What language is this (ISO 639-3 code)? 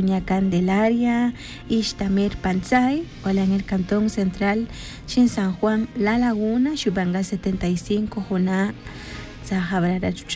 tzj